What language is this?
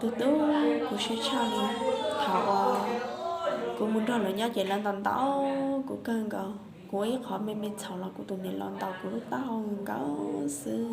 Hmong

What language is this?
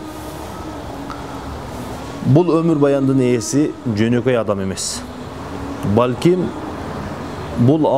Kyrgyz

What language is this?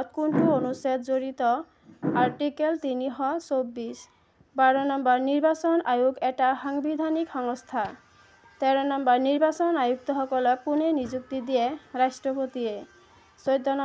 Assamese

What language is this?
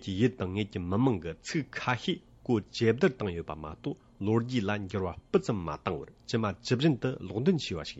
Tibetan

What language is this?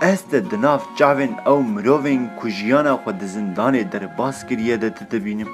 Kurdish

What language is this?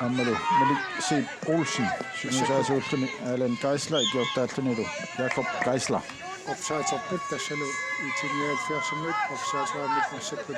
Kalaallisut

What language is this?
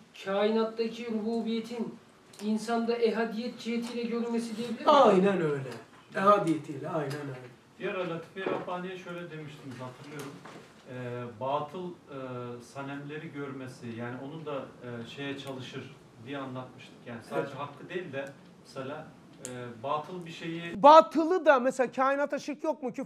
Turkish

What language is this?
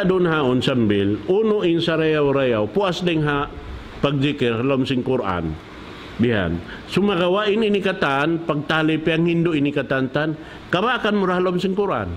Tausug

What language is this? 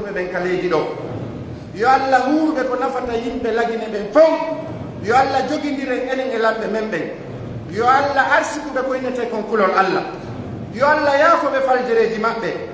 Fula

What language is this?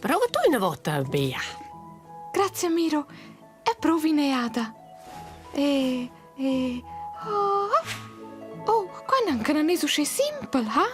Romansh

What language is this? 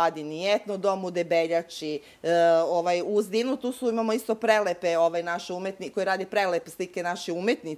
Serbian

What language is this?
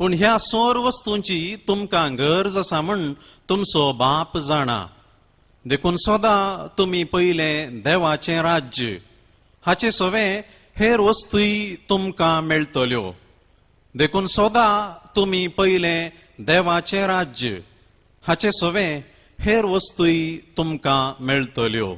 Konkani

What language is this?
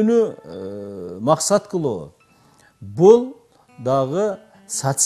Kyrgyz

